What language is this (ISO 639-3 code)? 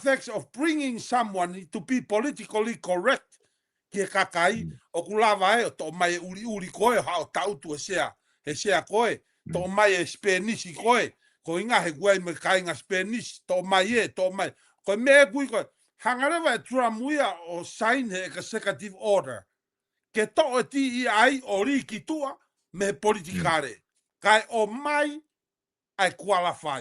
ton